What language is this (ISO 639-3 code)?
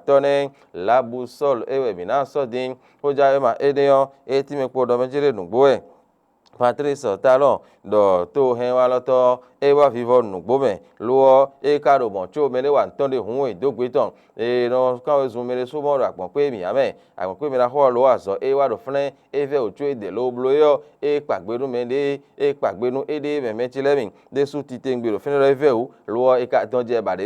fon